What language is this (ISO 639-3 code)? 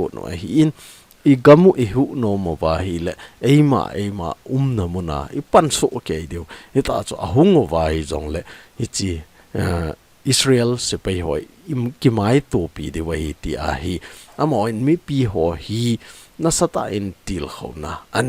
tcz